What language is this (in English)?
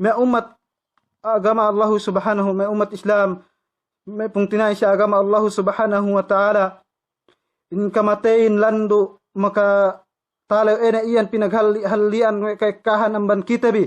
Yakan